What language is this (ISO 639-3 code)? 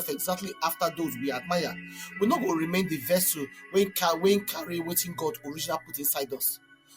pcm